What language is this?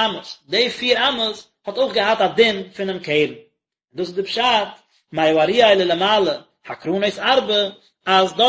Yiddish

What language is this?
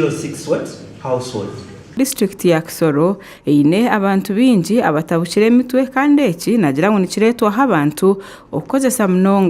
Nyankole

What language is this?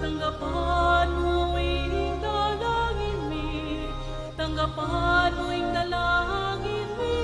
Pampanga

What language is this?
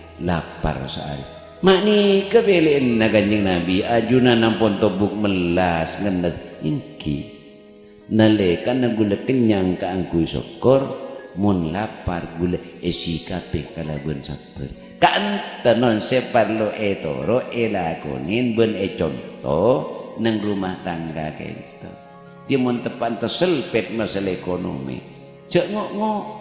Madurese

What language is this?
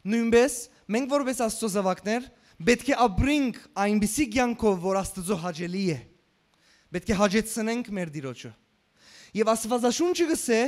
Western Armenian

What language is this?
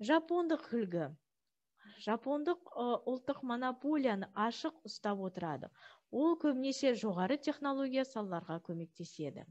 Kazakh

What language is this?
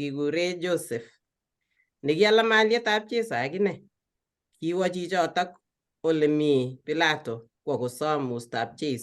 Kalenjin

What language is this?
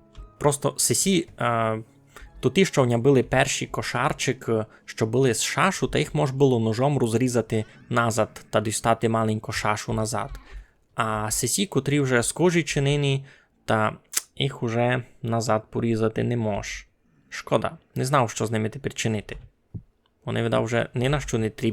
Rusyn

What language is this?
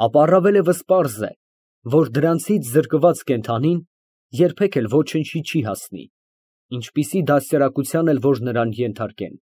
Armenian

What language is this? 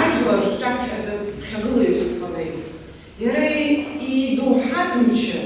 Abkhazian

